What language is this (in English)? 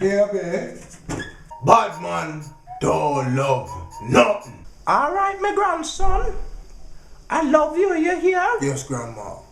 Jamaican Creole English